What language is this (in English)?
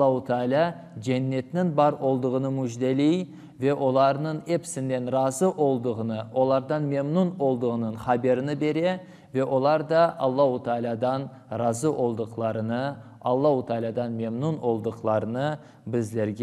Crimean Tatar